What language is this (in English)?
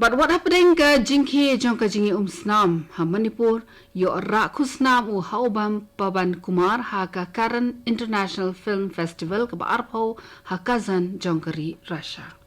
Khasi